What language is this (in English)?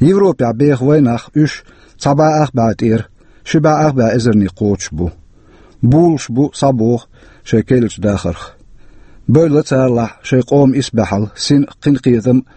Chechen